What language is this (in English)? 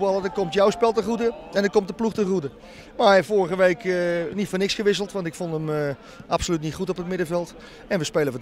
Dutch